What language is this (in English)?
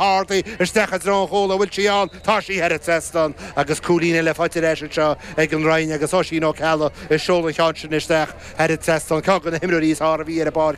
Irish